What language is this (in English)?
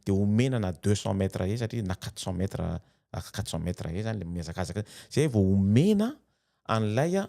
Malagasy